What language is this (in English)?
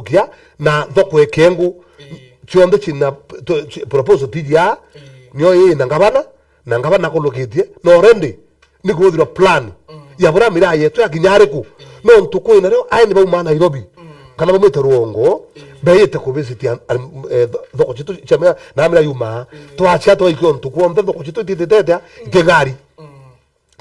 Meru